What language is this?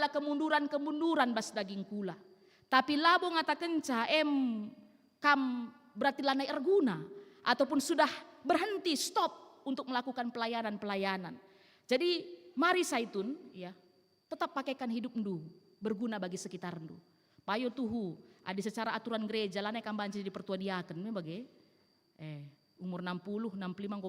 Batak Karo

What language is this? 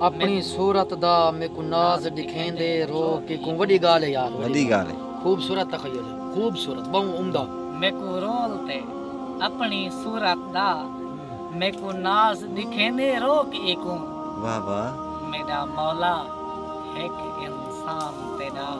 Saraiki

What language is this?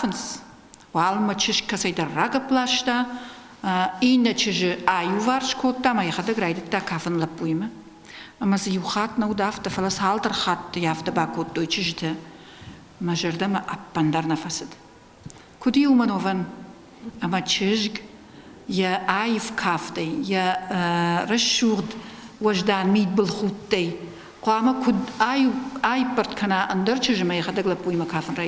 Ossetic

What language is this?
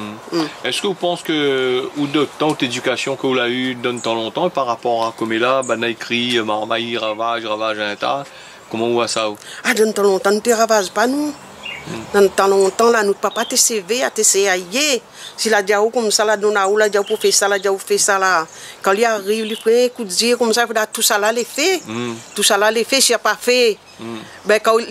Réunion Creole French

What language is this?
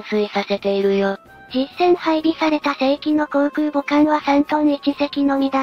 Japanese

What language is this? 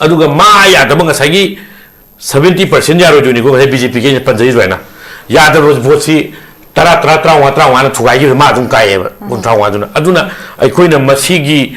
Manipuri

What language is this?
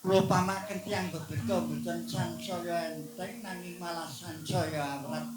Javanese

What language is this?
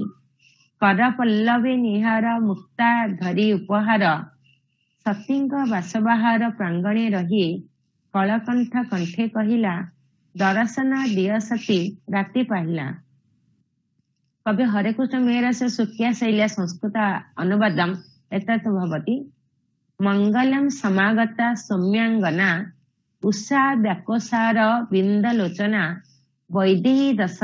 Sanskrit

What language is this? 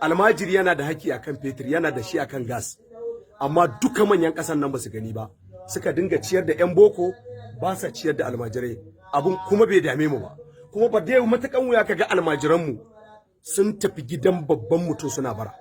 Hausa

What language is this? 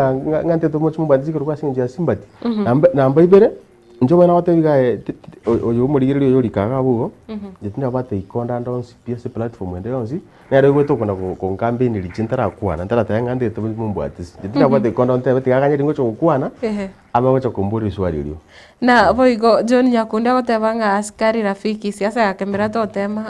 Gusii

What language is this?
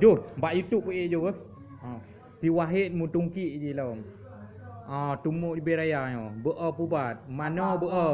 Achinese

